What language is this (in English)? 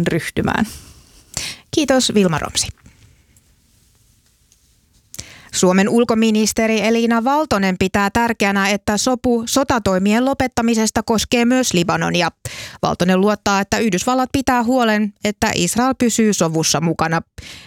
Finnish